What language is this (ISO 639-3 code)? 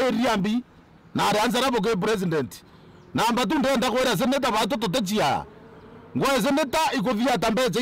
mer